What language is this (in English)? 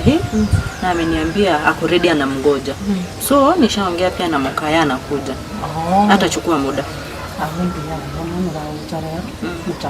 Gusii